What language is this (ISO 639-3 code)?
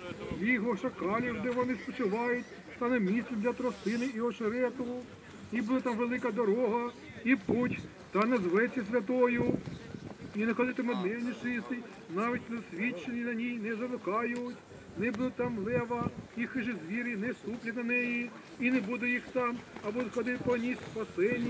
ukr